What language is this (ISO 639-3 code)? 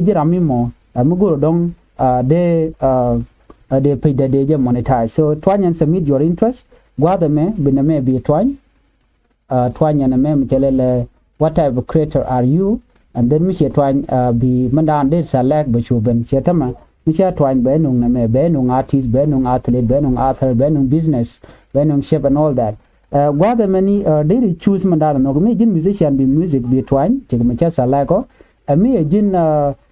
nus